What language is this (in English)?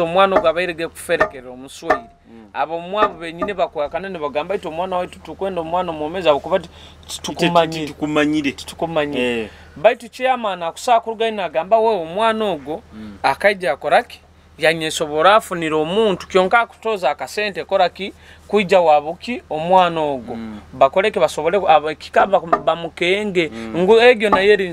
Nyoro